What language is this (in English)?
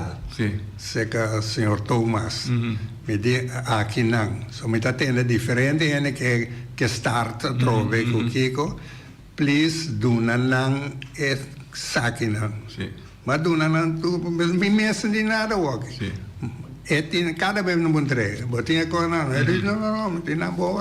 Papiamento